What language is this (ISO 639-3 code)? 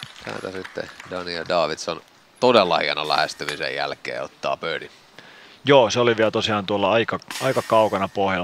fin